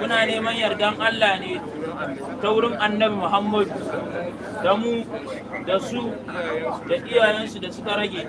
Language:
Hausa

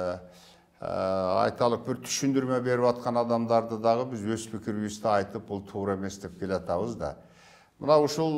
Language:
Kyrgyz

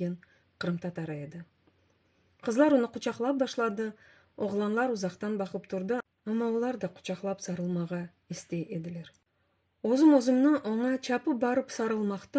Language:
Crimean Tatar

